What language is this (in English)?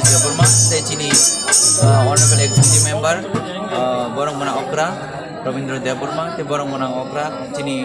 Kok Borok